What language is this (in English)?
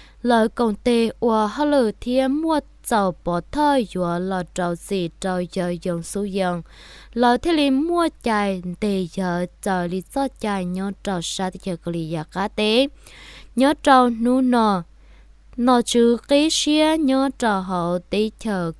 Hmong